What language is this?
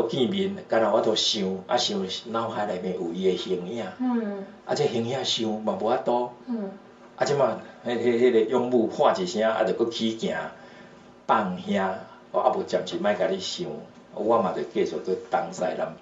Min Nan Chinese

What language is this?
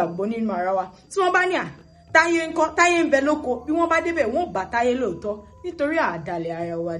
Yoruba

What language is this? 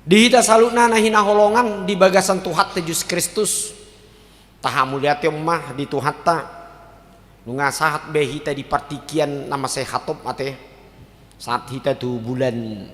Batak Toba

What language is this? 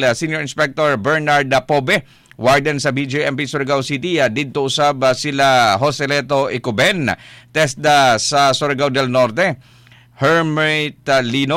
Cebuano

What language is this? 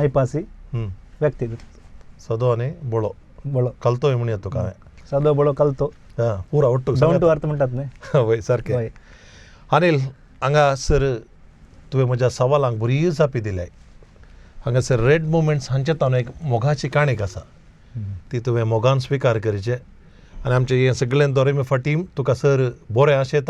Konkani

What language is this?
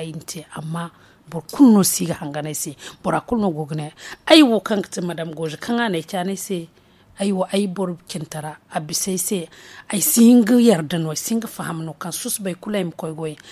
Zarma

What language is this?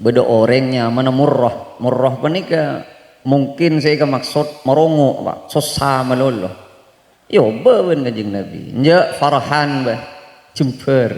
Madurese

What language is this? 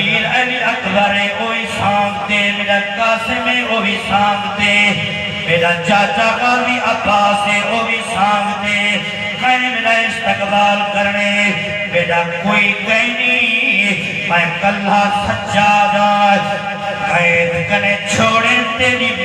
Saraiki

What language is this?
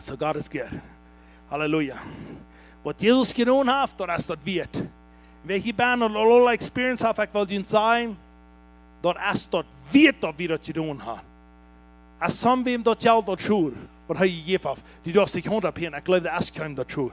Plautdietsch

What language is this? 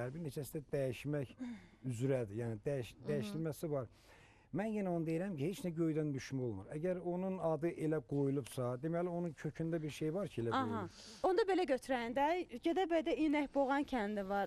Azerbaijani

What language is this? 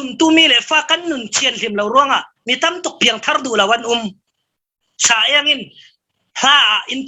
Falam Chin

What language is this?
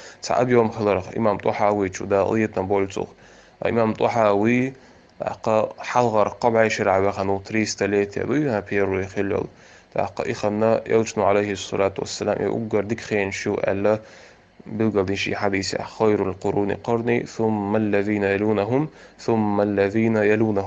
Chechen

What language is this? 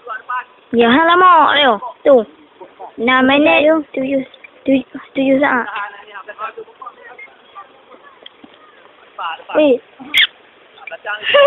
Malay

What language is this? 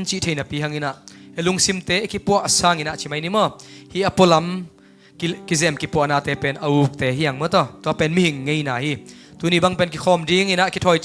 Tedim Chin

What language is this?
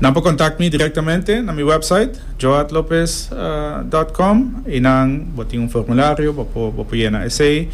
Papiamento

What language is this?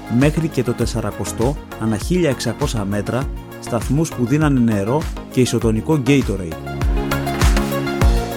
Greek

